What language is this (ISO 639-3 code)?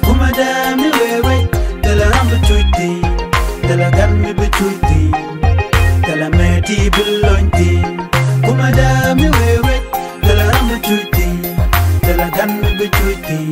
nus